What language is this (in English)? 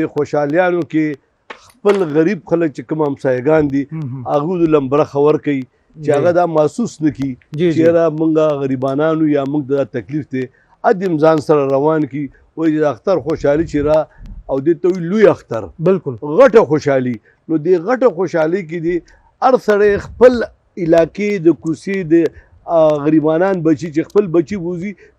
Pashto